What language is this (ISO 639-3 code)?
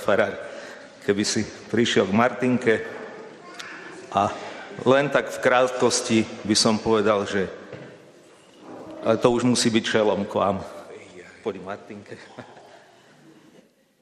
slk